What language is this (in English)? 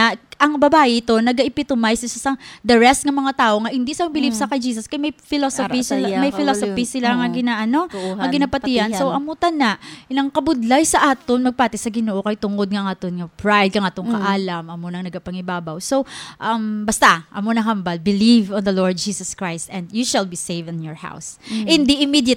Hiligaynon